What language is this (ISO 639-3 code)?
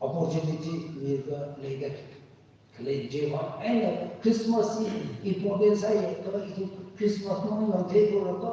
nmf